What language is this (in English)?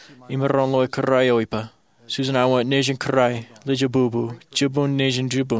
Marshallese